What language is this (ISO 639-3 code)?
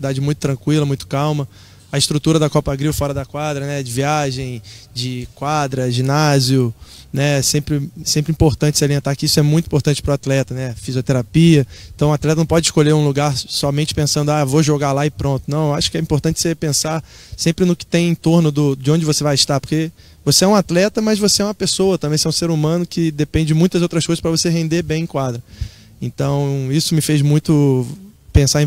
por